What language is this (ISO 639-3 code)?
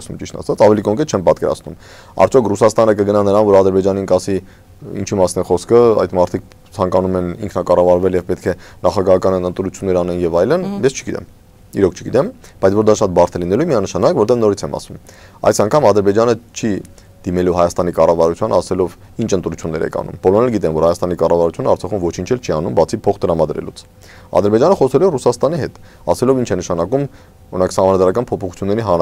hye